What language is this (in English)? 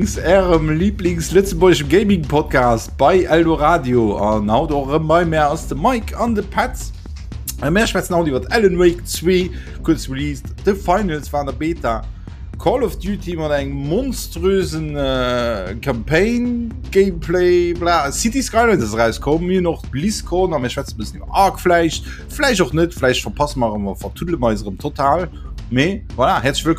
Luxembourgish